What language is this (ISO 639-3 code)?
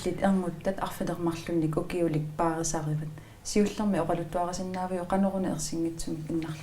kal